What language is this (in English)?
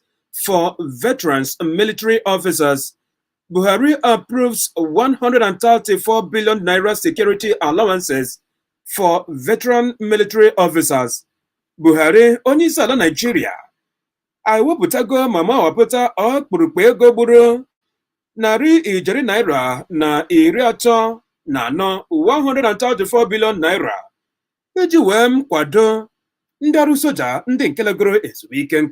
Igbo